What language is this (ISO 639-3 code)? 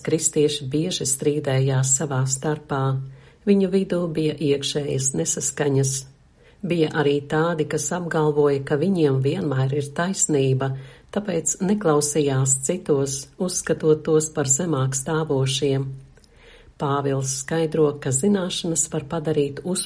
lav